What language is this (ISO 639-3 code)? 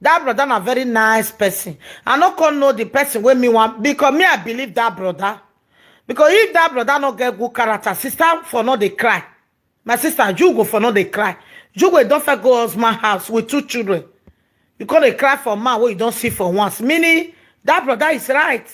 pcm